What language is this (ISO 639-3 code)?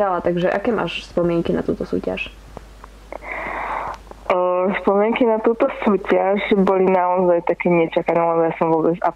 slk